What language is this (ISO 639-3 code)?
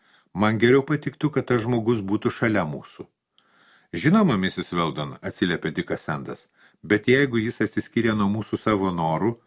lit